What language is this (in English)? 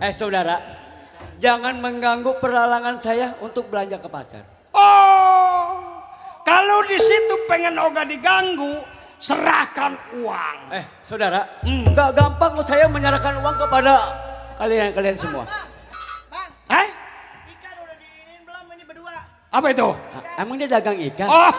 Betawi